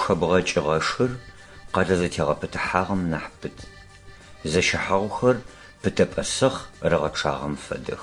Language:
Adyghe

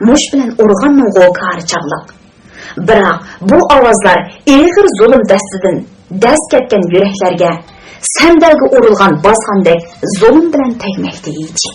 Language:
Uyghur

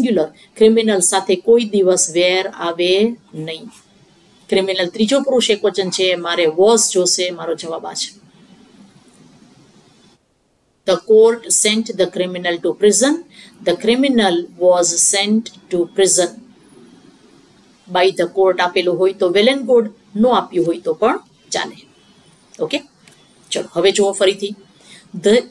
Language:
Gujarati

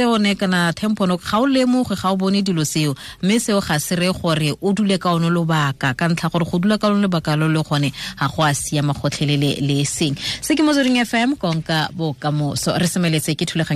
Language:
Tswana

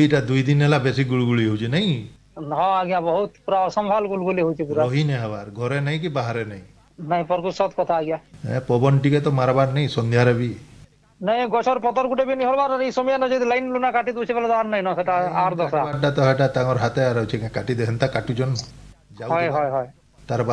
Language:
Odia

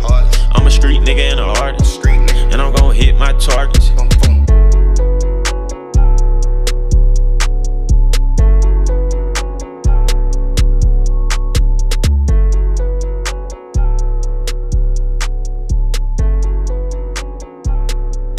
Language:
English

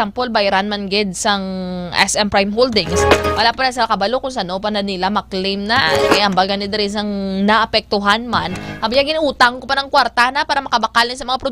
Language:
Hiligaynon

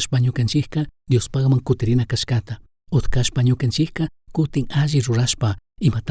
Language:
Chimborazo Highland Quichua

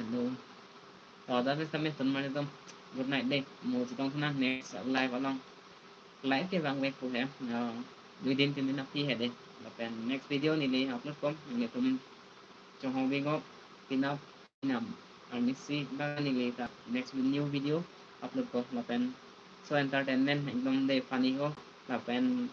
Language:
Karbi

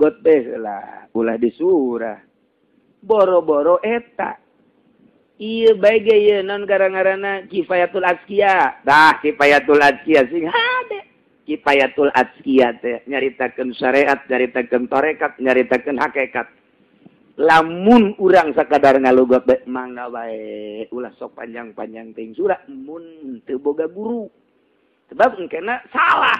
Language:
Sundanese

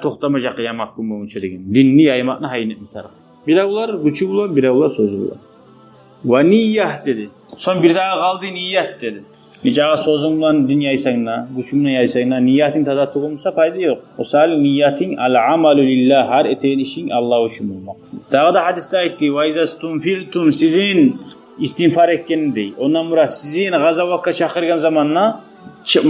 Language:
Kumyk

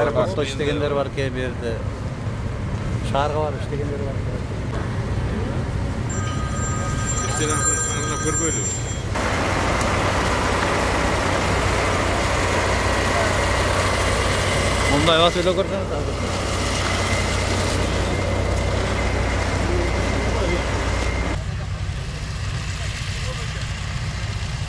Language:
Kyrgyz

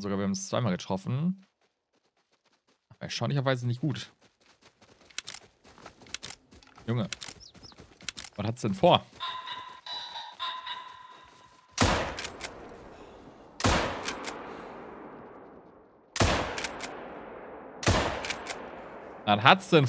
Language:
German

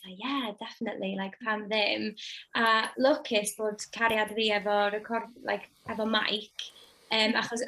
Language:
Welsh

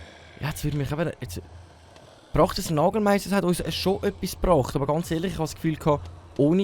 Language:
Swiss German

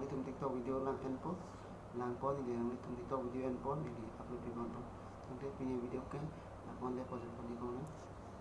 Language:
Karbi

